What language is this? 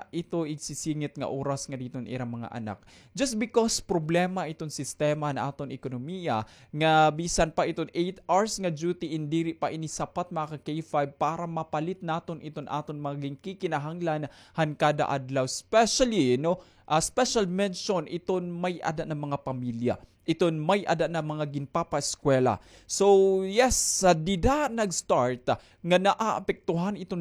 Waray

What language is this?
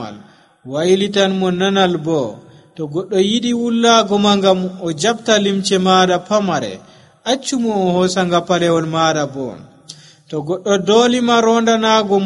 Nigerian Fulfulde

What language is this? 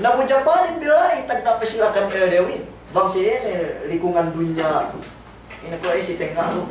Yakan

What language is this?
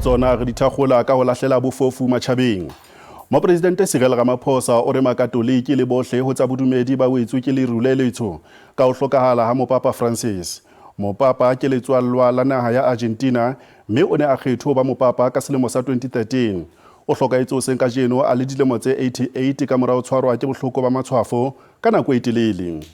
Southern Sotho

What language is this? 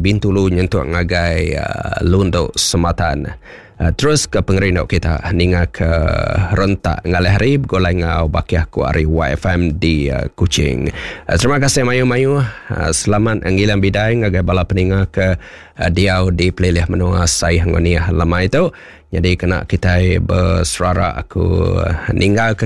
Iban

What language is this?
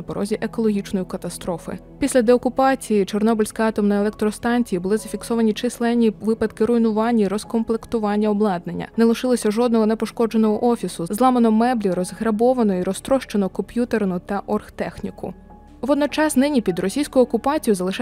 Ukrainian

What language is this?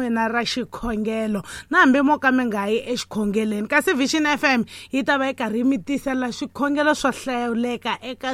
Tsonga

